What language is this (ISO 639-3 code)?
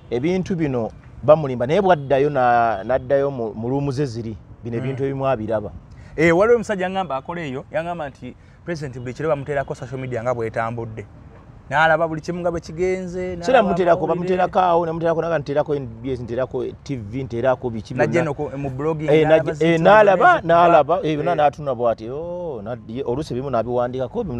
lug